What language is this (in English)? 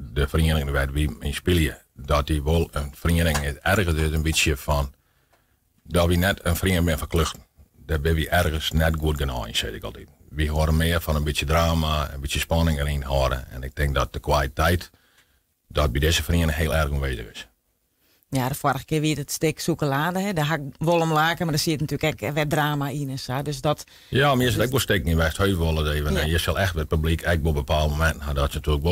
Western Frisian